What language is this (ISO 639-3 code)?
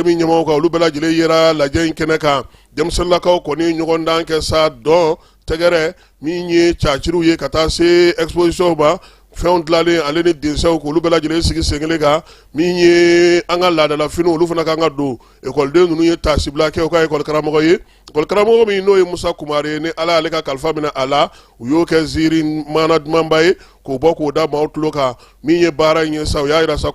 bam